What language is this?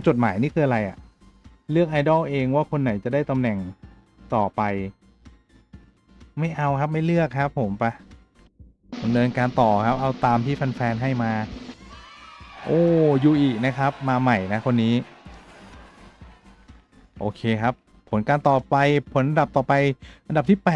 Thai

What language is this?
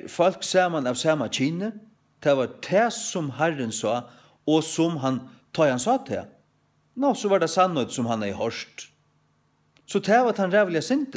Faroese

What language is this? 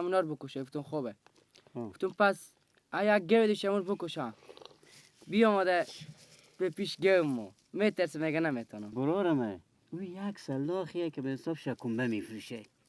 Persian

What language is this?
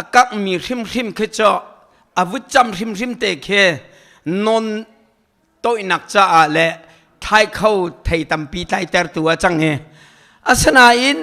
Hakha Chin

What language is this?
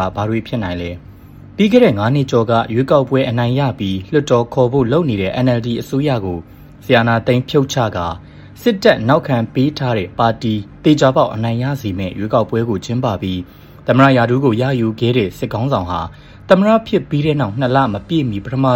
Burmese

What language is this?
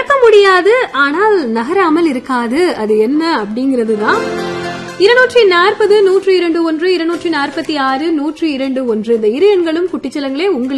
Tamil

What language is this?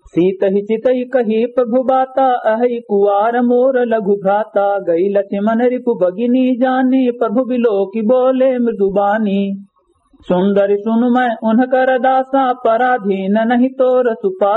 Awadhi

